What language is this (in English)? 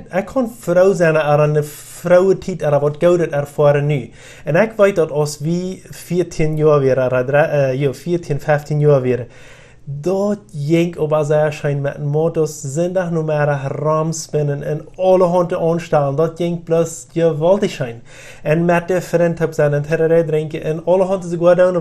Plautdietsch